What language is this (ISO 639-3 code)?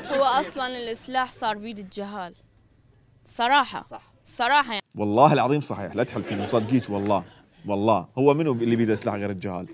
acm